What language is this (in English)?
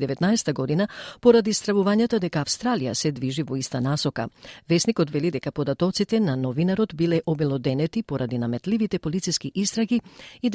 Macedonian